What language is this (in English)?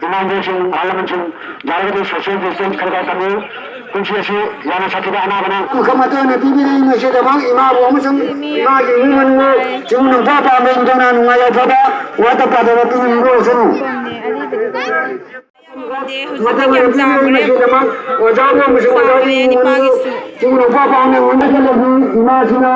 Manipuri